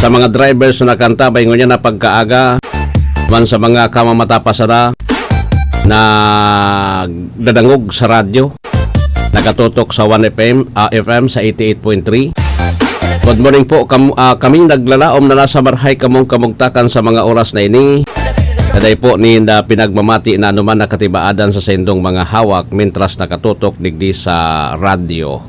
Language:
Bikol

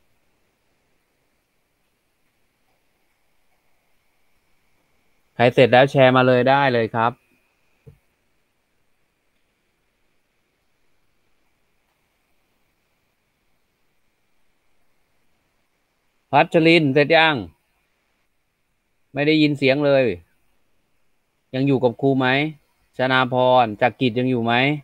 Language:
Thai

